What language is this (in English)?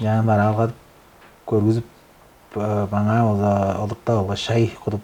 Tuvinian